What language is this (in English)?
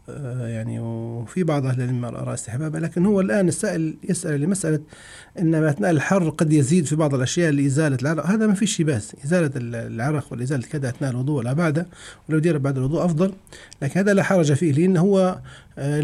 Arabic